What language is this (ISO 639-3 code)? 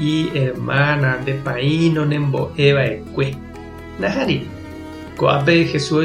grn